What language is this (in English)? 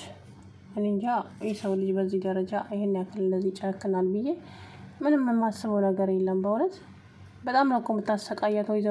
Amharic